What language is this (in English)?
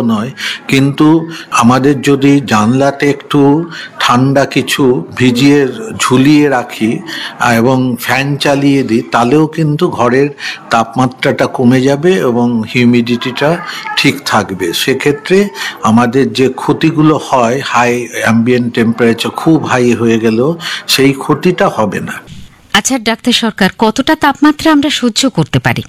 Bangla